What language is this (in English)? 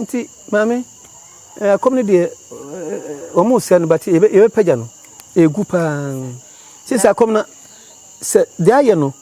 Akan